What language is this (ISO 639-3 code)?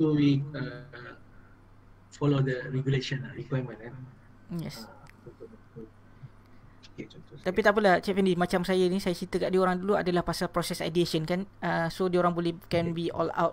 msa